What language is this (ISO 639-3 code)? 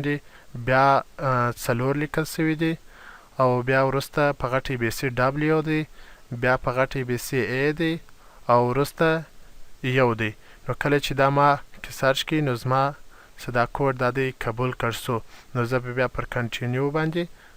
pus